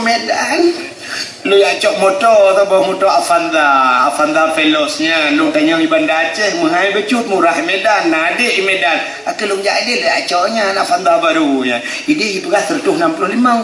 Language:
Achinese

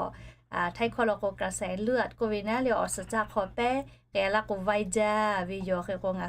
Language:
Lahu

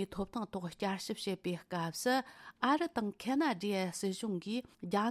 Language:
Tibetan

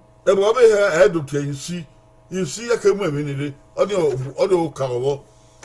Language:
Bini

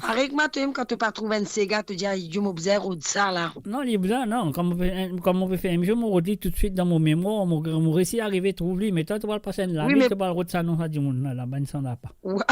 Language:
Morisyen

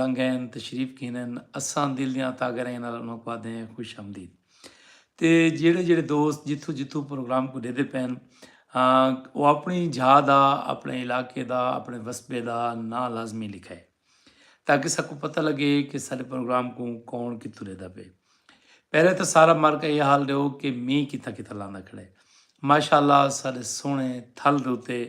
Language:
Saraiki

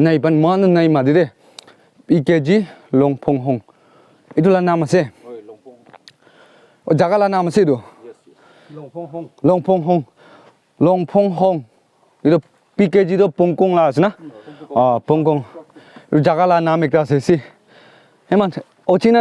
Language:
Naga Pidgin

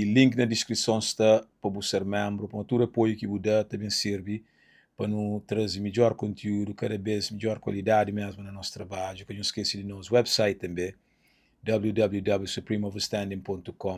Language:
Kabuverdianu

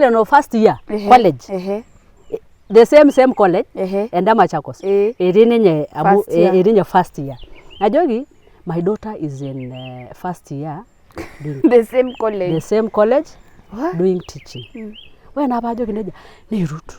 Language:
Masai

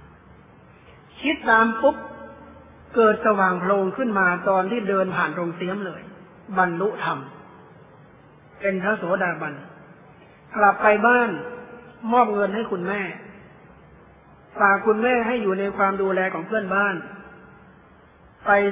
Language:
Thai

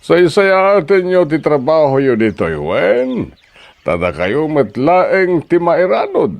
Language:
Iloko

